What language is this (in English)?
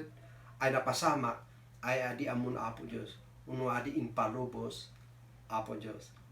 Kankanaey